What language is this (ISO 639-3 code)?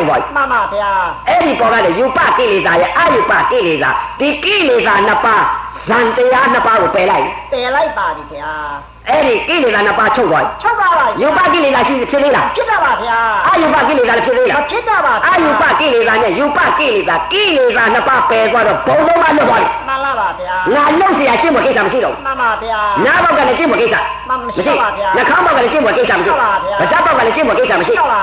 mya